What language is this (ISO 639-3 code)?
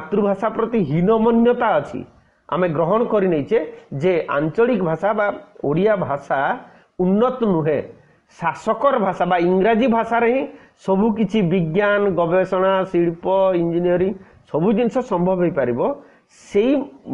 ori